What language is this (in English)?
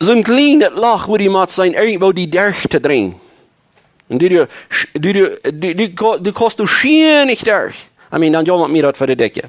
Plautdietsch